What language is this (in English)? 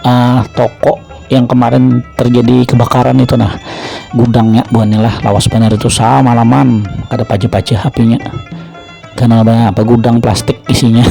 Banjar